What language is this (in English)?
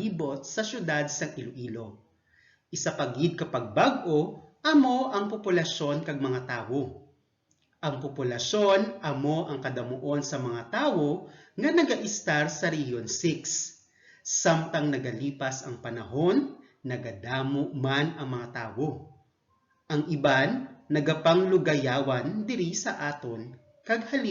Hiligaynon